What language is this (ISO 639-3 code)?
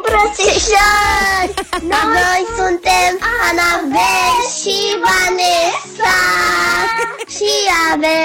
ron